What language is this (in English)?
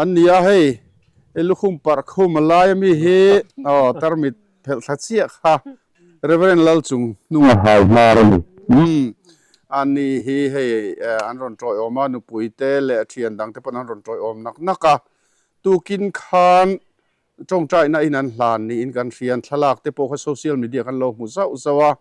Mizo